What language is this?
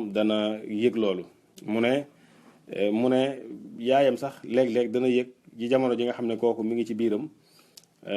Wolof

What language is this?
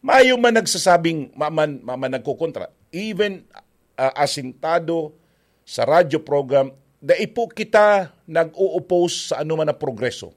Bikol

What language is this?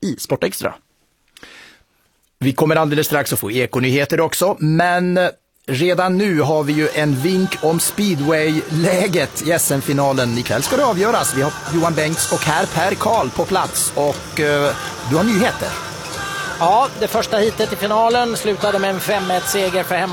Swedish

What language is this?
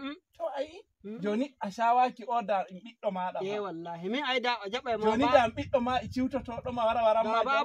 Nigerian Fulfulde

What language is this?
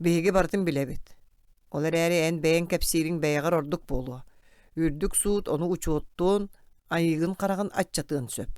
Yakut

